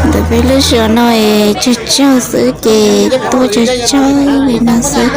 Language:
Hmong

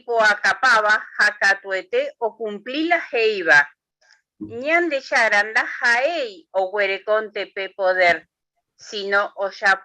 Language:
Guarani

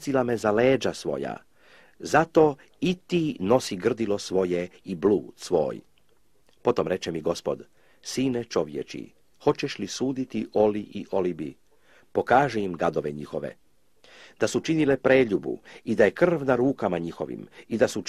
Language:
Croatian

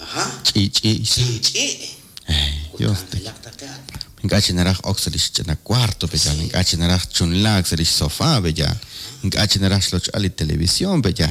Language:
Kekchí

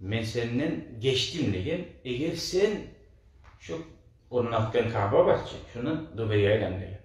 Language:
Kumyk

